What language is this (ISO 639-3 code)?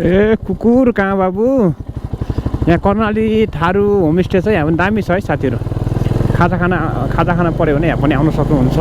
nep